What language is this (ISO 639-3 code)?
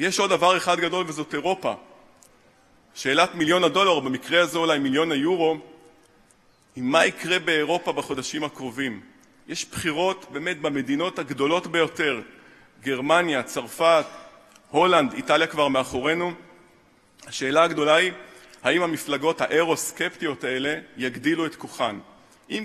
heb